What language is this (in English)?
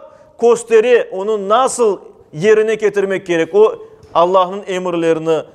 Crimean Tatar